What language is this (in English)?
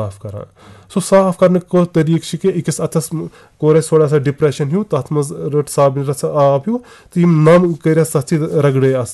Kashmiri